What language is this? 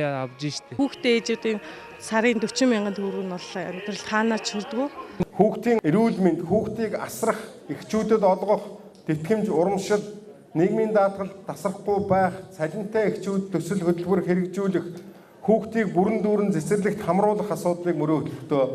Mongolian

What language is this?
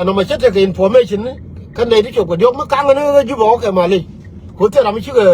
Nuer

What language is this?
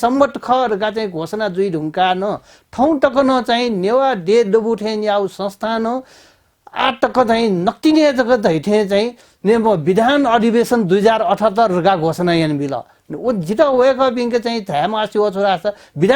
Newari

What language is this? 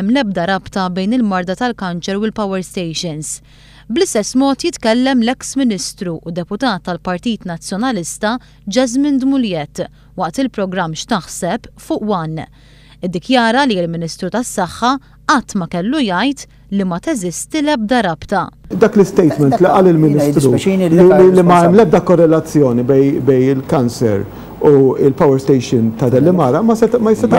Maltese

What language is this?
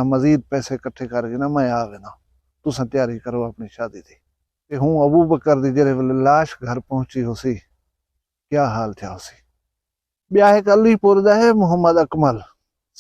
Saraiki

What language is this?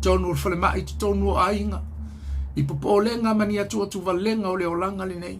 Samoan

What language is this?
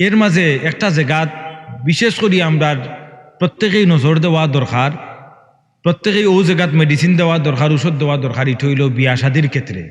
Sylheti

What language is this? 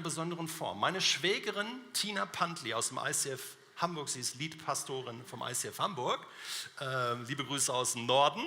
Swiss German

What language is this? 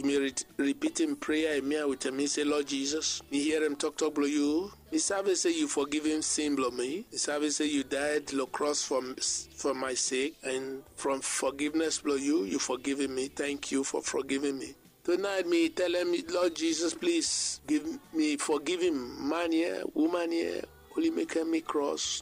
Bislama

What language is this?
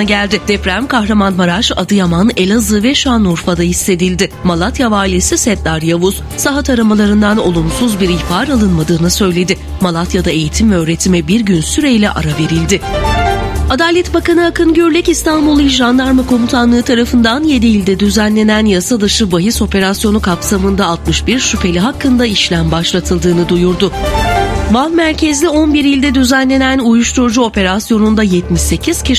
Turkish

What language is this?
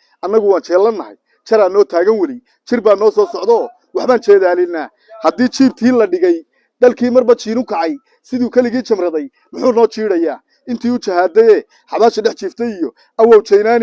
Somali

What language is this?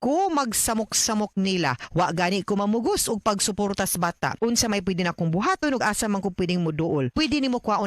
Cebuano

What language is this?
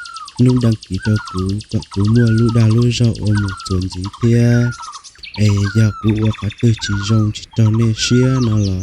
Hmong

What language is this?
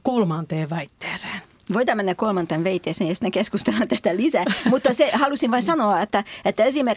Finnish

